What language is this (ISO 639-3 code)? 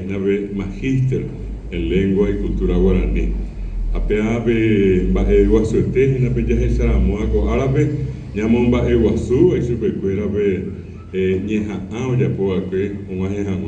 grn